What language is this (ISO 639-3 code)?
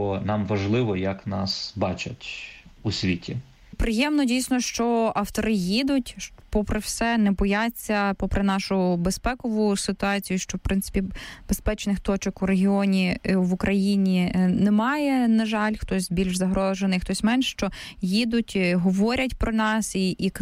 ukr